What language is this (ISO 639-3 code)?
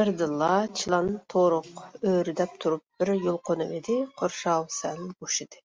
uig